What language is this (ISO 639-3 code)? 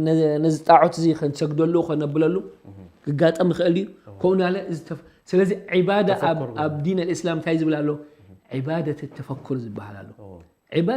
tir